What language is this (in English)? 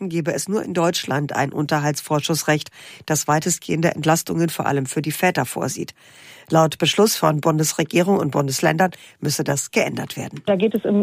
German